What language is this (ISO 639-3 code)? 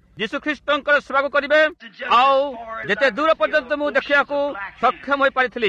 ori